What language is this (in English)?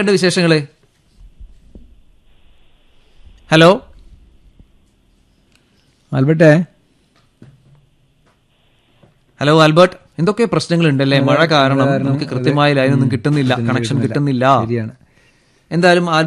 Malayalam